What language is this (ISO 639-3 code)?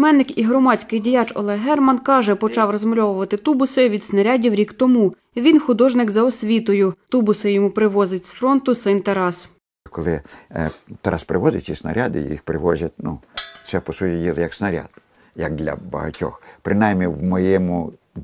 ukr